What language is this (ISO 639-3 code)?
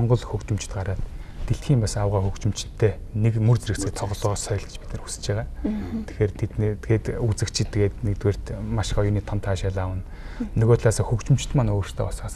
mon